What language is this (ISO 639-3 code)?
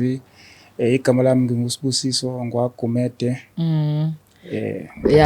zul